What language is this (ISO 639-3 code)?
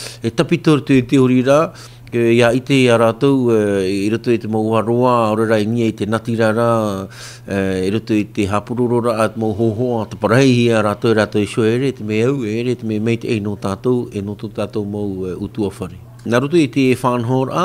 tah